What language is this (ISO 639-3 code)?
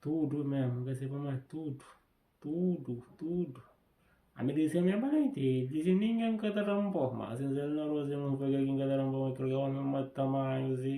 kea